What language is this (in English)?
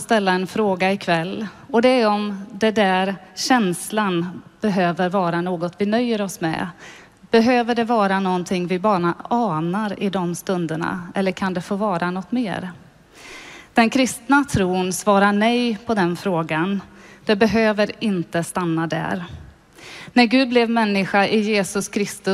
Swedish